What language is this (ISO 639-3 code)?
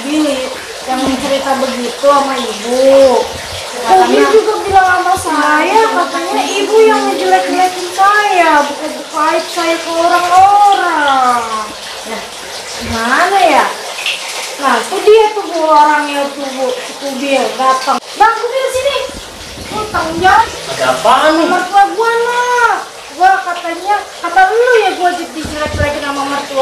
bew